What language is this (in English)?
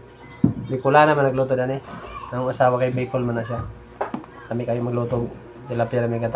Cebuano